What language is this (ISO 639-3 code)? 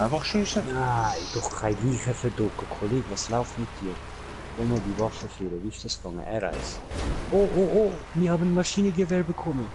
gsw